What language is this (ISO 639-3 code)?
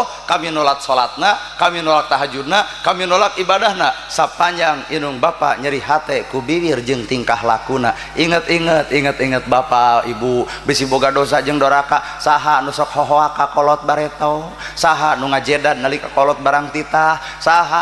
sun